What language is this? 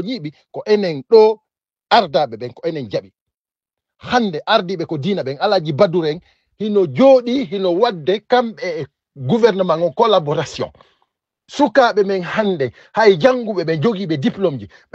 Fula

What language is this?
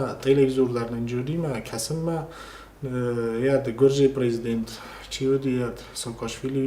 Ossetic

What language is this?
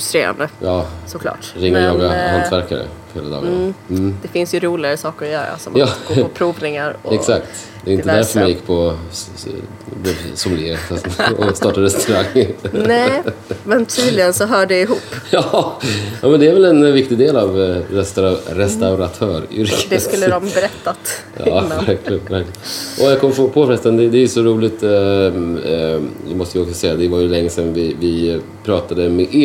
Swedish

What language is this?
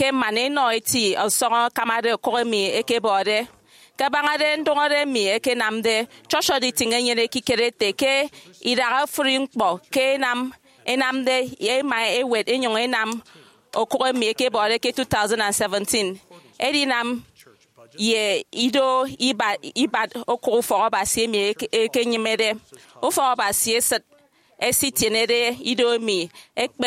Efik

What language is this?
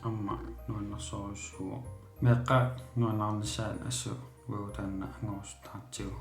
Kalaallisut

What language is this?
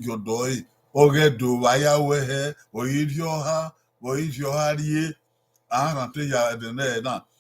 Bini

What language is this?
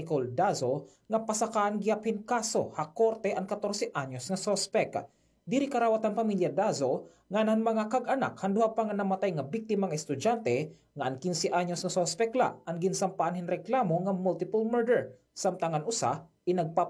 Waray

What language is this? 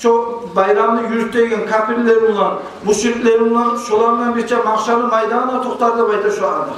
Kumyk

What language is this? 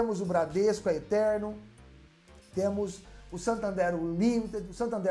Portuguese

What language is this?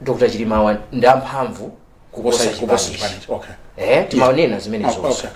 Nyanja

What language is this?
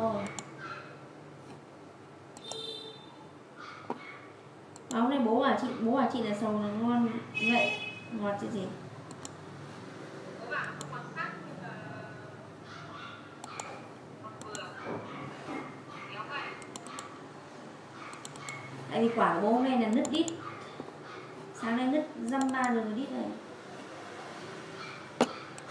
Vietnamese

